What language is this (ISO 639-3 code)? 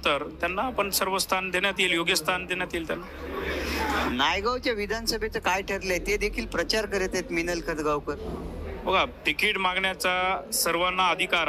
mar